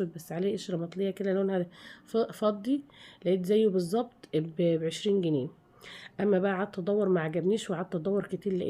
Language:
Egyptian Arabic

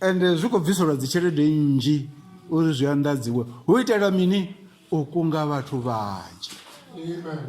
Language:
Venda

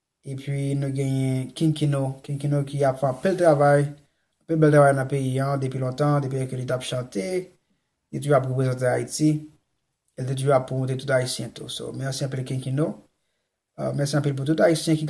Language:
Haitian Creole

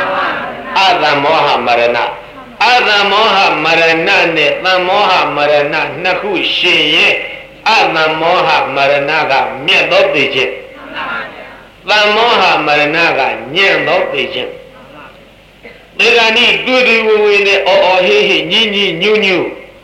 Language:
Burmese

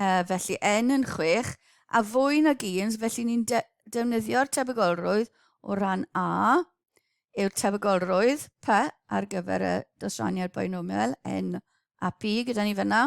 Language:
Welsh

